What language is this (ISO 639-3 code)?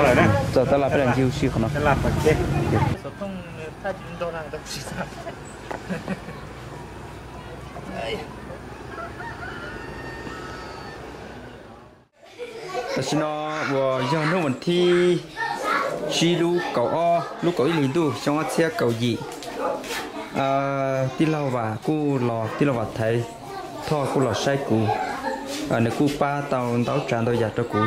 vie